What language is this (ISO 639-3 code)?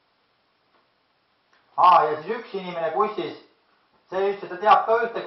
est